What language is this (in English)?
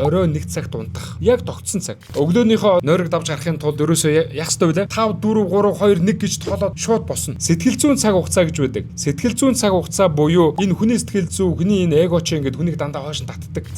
Mongolian